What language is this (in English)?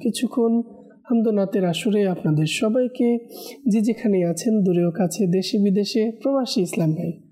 Bangla